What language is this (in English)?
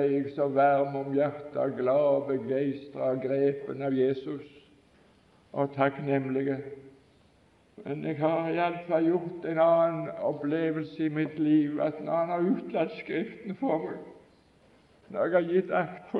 Norwegian